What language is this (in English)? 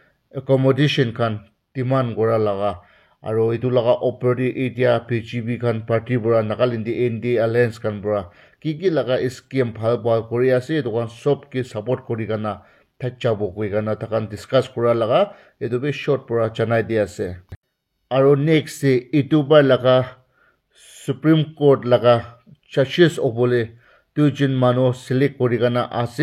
Naga Pidgin